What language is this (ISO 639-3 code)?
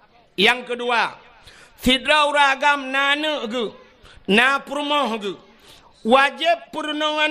ace